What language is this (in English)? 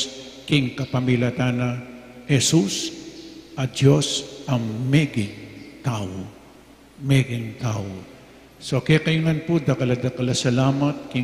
Pampanga